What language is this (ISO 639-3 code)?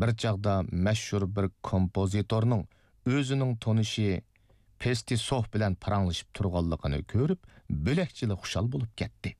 uig